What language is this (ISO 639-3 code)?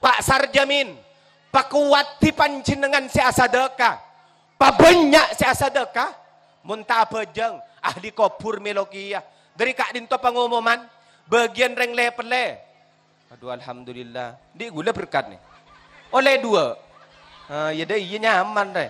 mad